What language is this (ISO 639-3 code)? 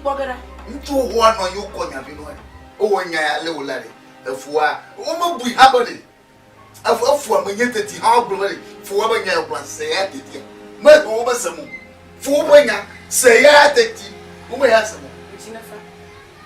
ewe